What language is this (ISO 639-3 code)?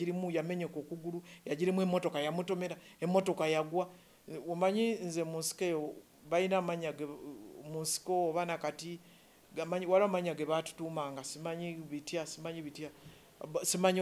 lug